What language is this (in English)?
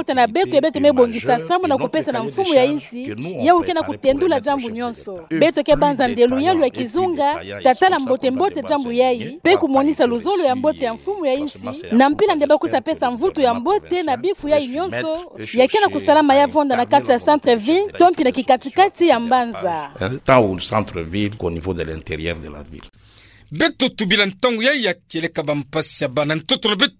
Kituba (Democratic Republic of Congo)